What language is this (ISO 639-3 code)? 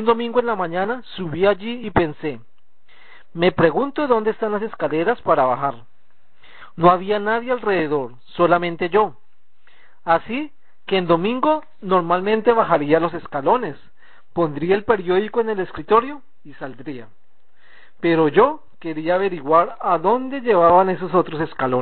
spa